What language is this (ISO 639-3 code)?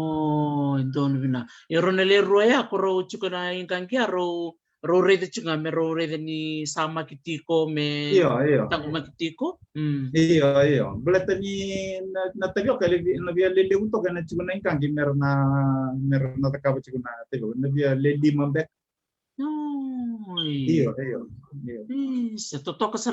fij